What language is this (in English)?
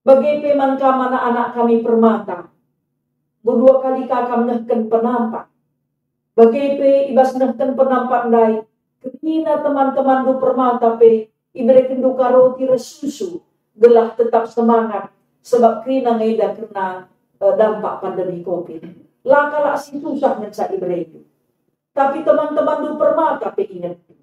Batak Karo